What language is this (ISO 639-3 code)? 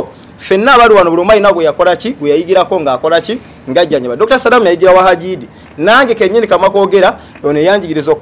lug